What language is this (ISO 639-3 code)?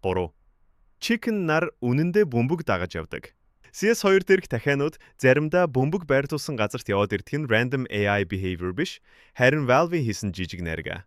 mon